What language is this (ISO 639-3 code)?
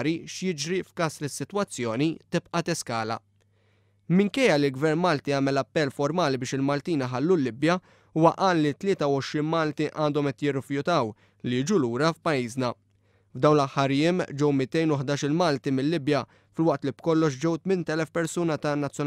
mlt